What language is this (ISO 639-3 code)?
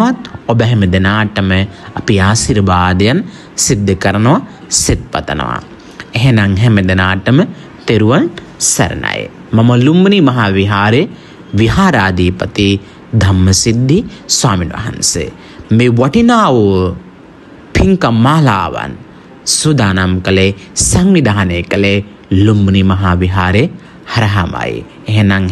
sin